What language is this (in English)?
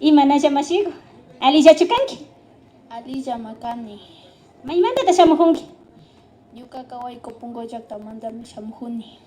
Imbabura Highland Quichua